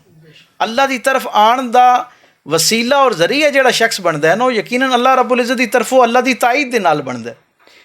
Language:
Western Panjabi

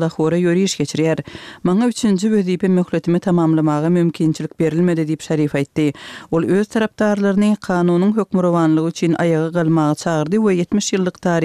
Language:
Turkmen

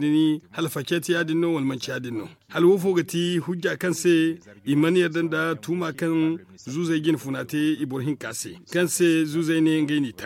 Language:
Zarma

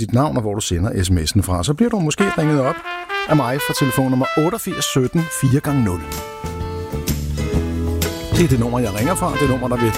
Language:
Danish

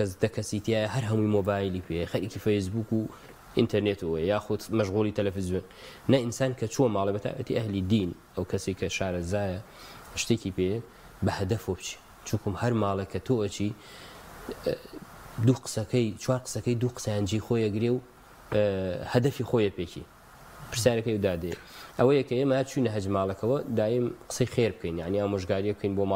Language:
Central Kurdish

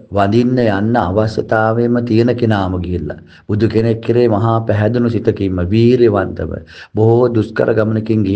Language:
Sinhala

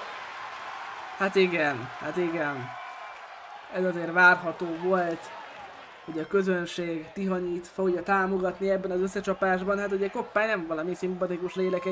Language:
Hungarian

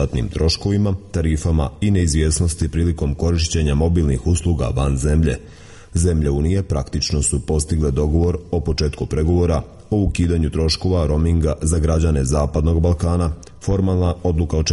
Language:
Serbian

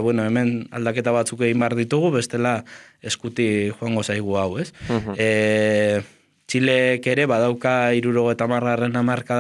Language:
Basque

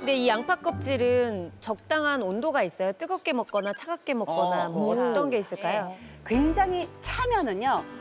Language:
Korean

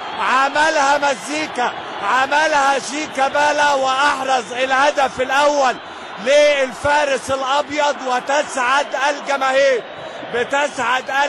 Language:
Egyptian Arabic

